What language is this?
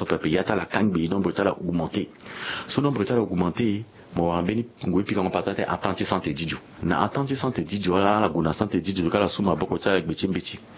Sango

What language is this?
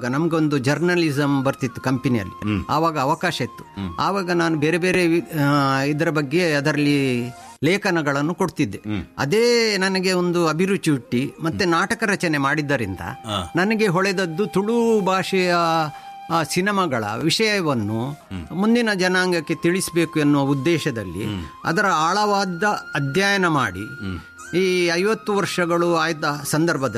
Kannada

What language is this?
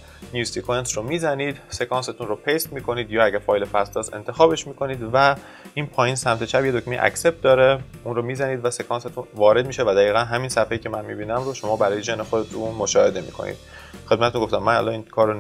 Persian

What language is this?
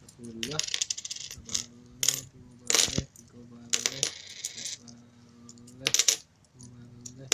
Minangkabau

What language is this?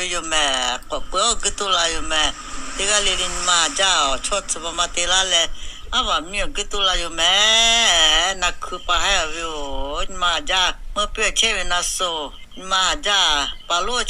Lahu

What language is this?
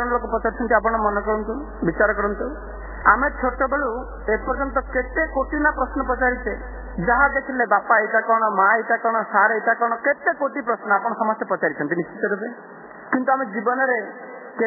Odia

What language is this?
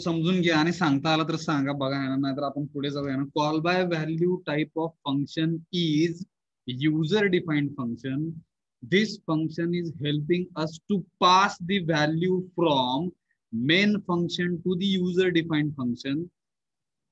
Marathi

